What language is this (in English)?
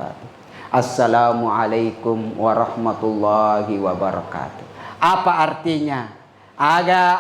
Buginese